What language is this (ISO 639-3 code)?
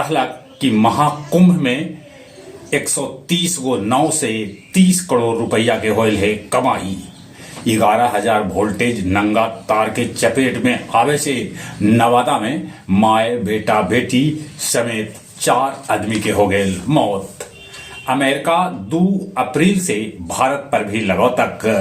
mag